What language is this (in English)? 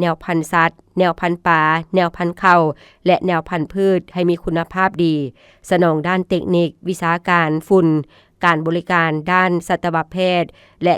Lao